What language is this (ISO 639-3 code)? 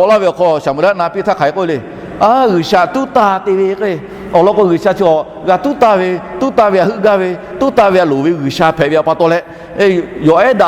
lhu